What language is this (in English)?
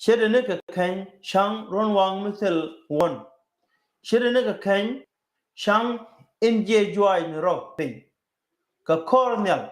Nuer